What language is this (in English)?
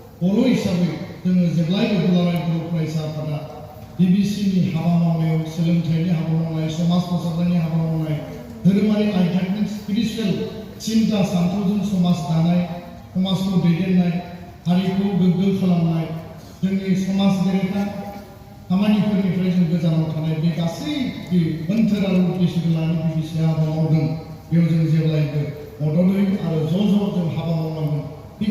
Bodo